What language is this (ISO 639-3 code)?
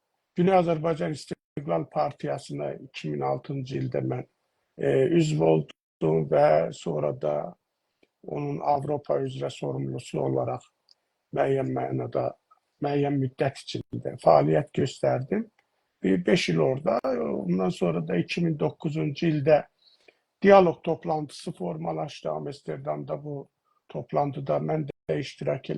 azb